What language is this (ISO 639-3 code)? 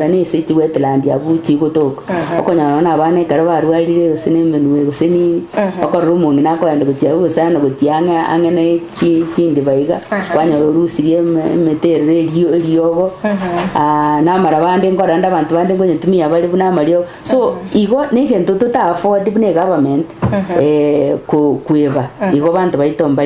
guz